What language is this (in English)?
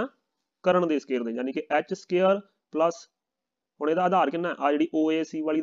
Punjabi